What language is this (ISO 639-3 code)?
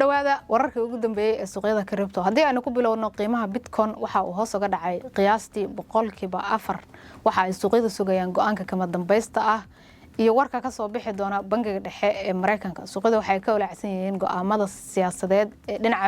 som